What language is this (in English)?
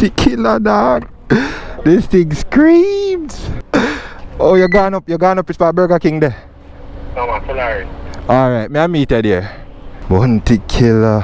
Jamaican Creole English